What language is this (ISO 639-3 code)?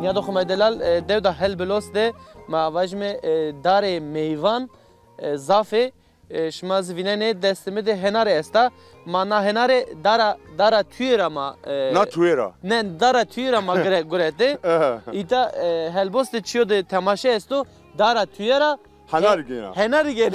zza